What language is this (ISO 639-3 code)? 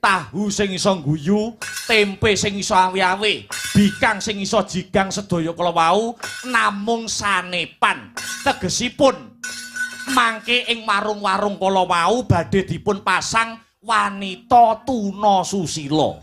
jav